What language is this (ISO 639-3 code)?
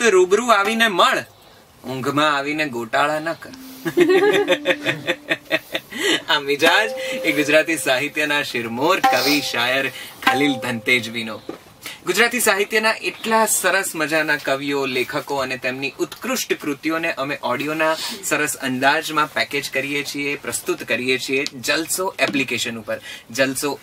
guj